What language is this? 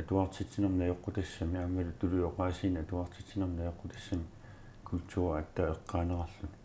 Kalaallisut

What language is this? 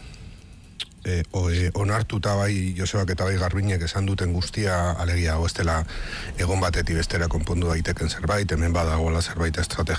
Basque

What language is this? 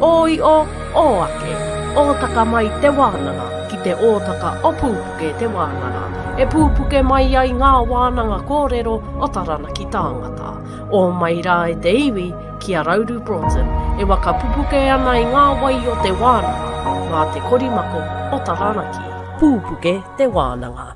Māori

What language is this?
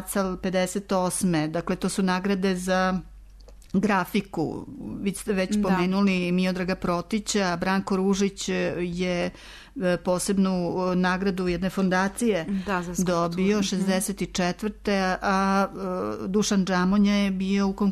Serbian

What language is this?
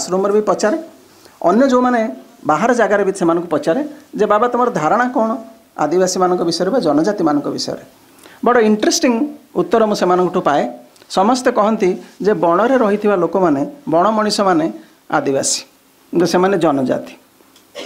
Odia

